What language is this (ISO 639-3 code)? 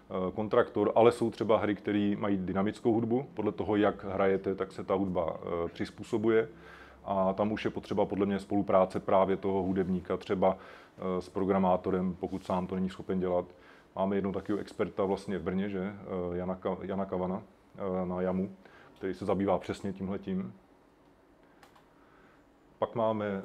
ces